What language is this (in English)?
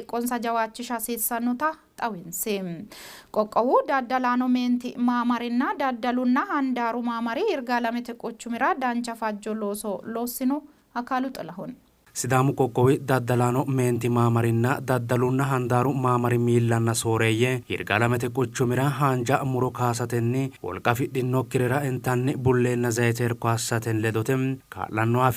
Sidamo